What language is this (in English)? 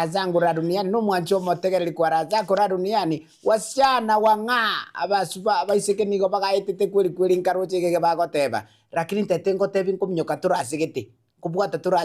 Gusii